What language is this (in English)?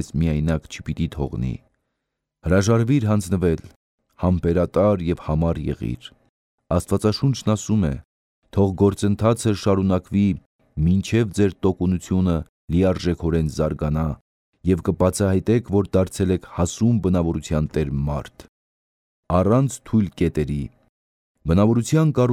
Armenian